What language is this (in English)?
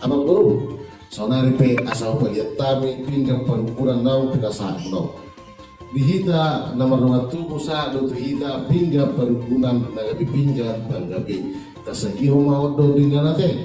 Batak Toba